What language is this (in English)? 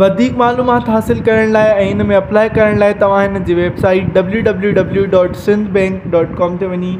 Sindhi